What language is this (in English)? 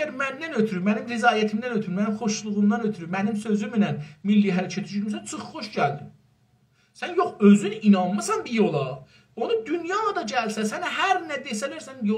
South Azerbaijani